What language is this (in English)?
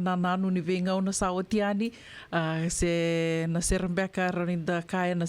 Fijian